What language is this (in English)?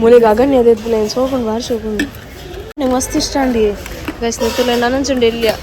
Tulu